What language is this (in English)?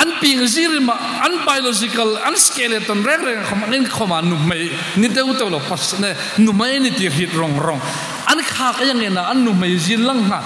Hmar